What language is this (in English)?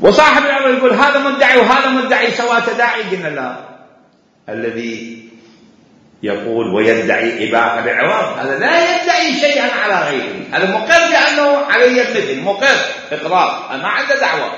Mesopotamian Arabic